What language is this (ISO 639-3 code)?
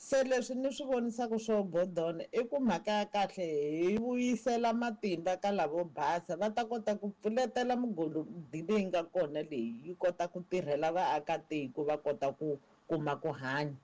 tso